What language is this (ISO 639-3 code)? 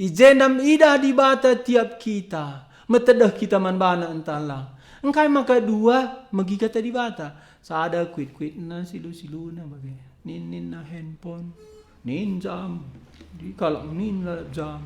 btx